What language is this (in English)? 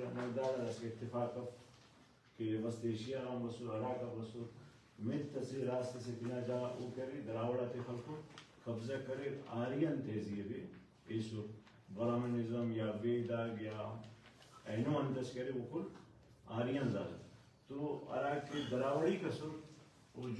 Brahui